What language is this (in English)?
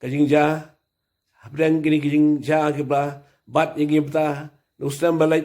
Khasi